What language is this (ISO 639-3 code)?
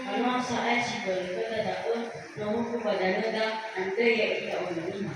nia